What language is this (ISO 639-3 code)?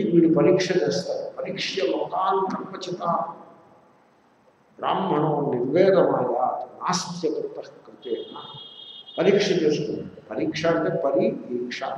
tel